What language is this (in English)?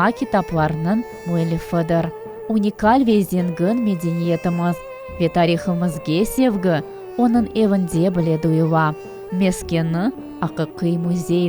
Crimean Tatar